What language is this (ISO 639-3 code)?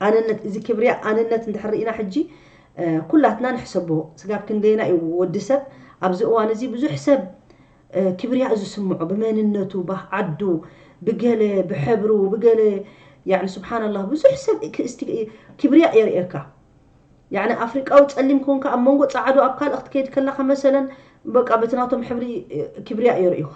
tir